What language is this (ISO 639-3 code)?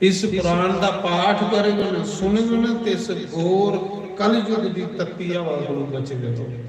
doi